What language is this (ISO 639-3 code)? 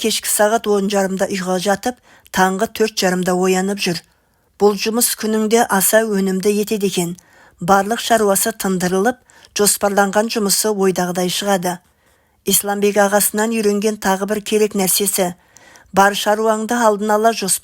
kaz